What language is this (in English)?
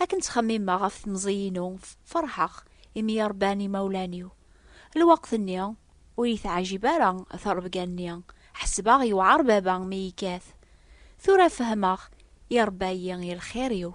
Kabyle